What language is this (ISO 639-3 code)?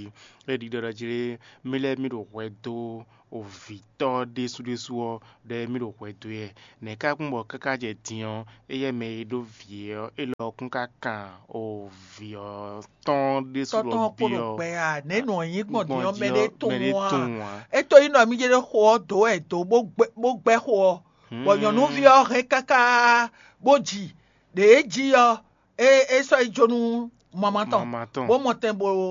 fon